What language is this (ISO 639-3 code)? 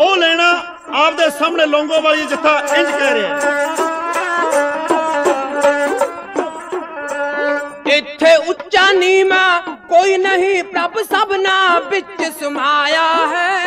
pan